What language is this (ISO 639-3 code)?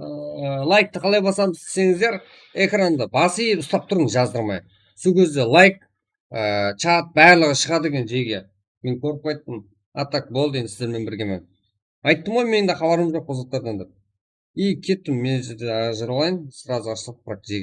kaa